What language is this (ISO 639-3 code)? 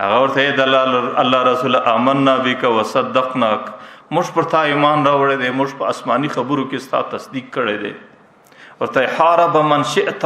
pus